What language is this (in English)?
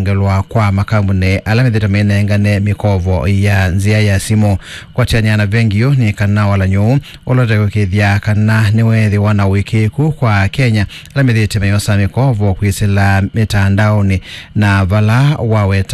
Kamba